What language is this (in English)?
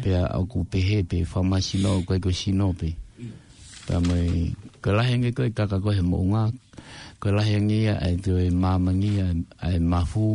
Tongan